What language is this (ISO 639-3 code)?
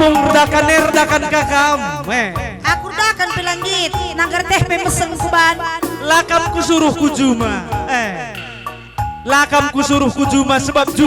btx